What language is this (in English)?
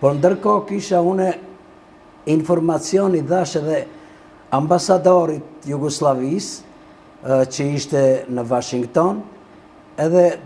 Albanian